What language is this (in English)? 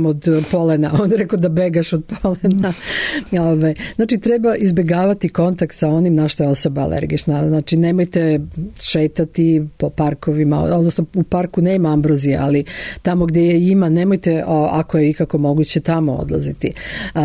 Serbian